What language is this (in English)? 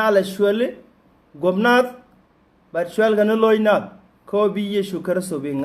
Nuer